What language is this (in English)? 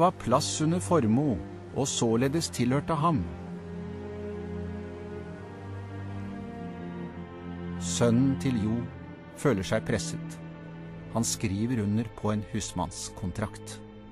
Norwegian